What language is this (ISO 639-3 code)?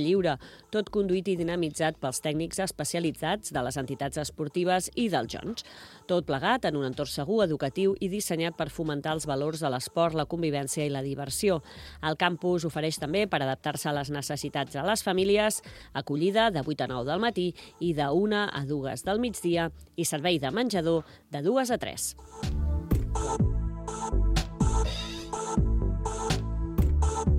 cat